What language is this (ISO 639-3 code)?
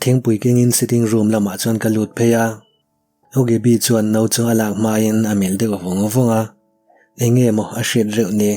lus